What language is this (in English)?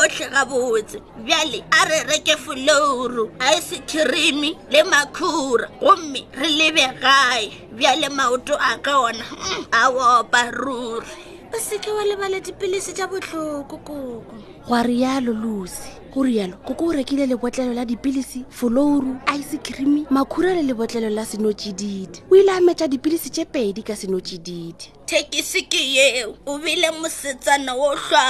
Northern Sotho